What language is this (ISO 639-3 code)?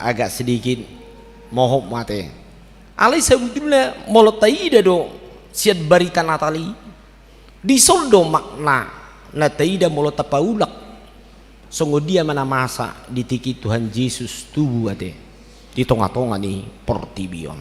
bbc